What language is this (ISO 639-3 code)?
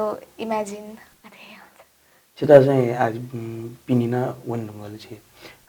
new